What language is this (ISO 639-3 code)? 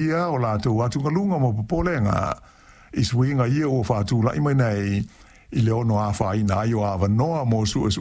smo